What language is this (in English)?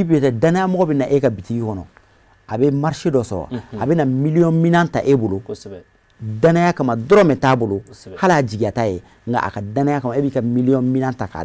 Bambara